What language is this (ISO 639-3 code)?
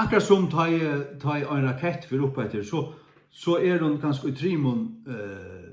fao